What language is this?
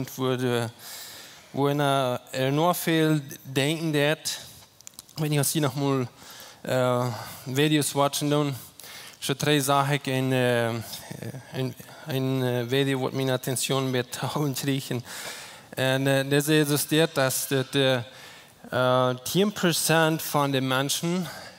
Plautdietsch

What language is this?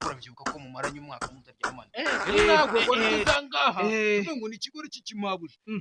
Kinyarwanda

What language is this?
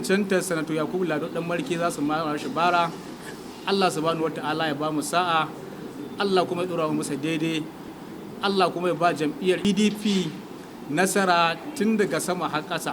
Hausa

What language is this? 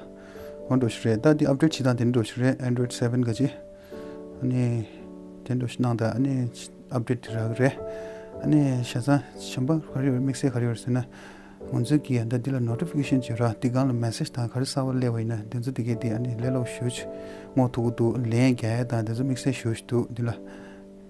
Tibetan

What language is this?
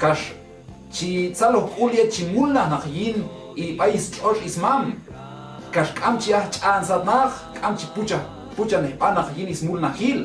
Q'anjob'al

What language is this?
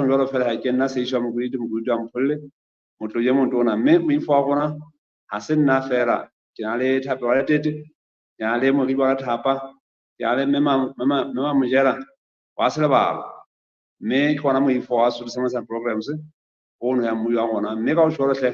Southern Sotho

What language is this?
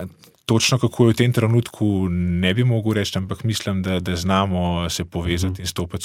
Slovenian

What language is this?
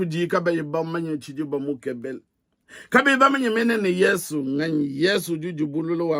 Luba-Lulua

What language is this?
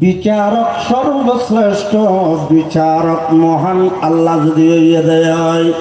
Rohingya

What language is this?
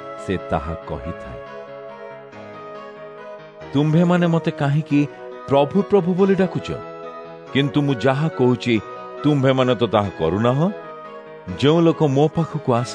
Odia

